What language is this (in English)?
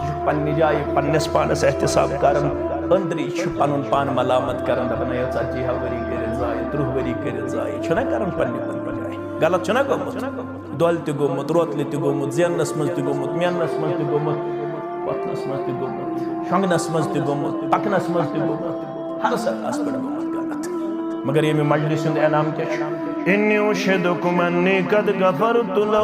Kashmiri